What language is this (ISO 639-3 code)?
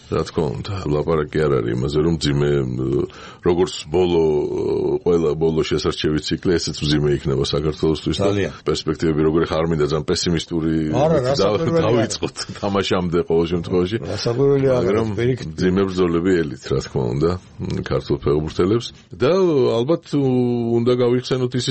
kat